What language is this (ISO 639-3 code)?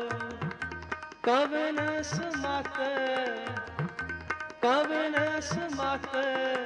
pan